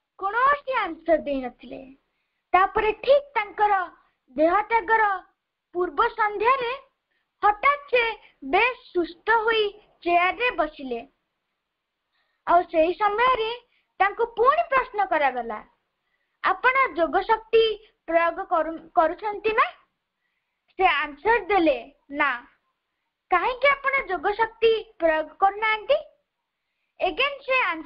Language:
Odia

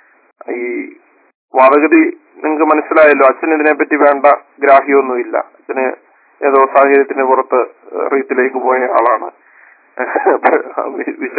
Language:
Malayalam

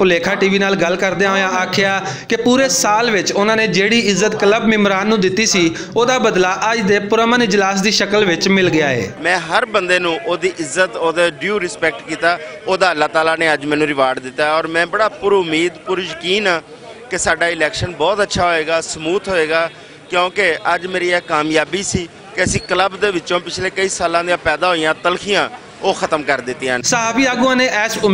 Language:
Western Panjabi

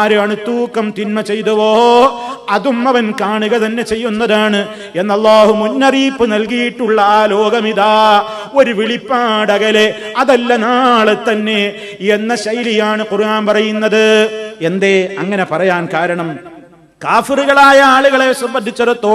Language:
Malayalam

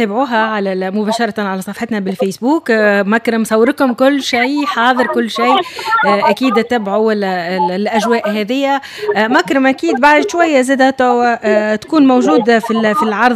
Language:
Tunisian Arabic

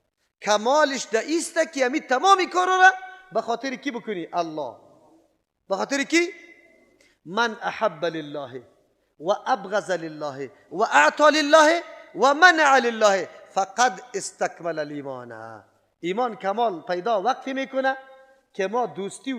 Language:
Persian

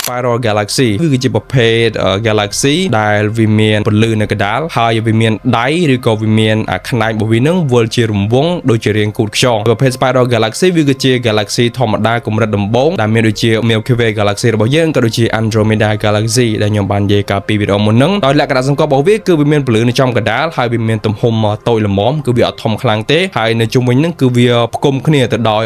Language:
Khmer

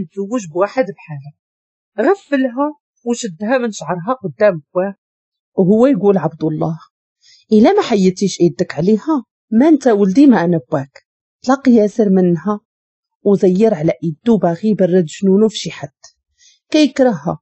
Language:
Moroccan Arabic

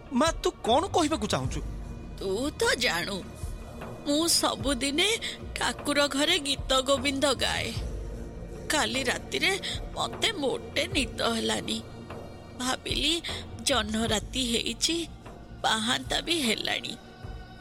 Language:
Odia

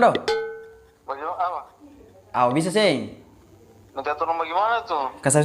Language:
Ambonese Malay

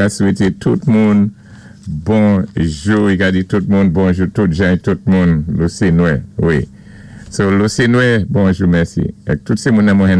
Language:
Saint Lucian Creole French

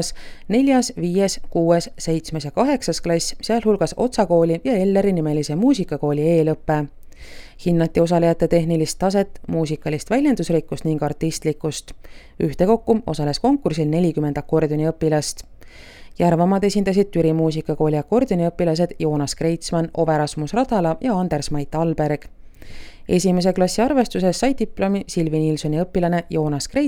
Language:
Estonian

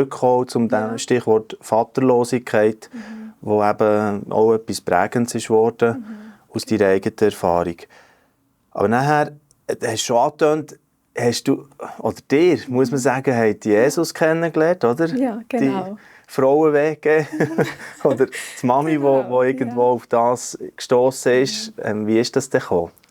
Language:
Swiss German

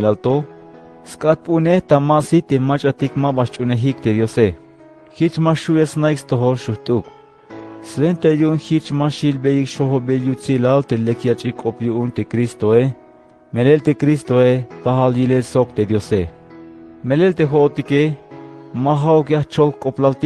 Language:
Tzeltal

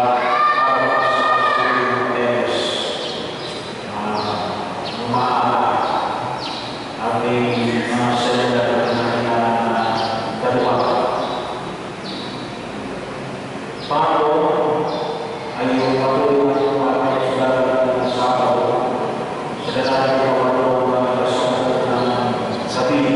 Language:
Filipino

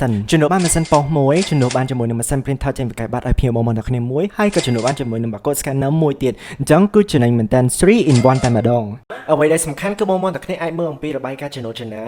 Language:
Khmer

